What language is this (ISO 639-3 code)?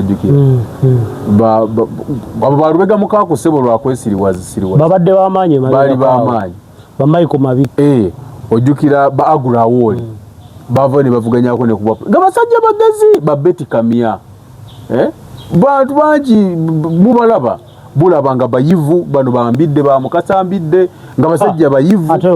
lug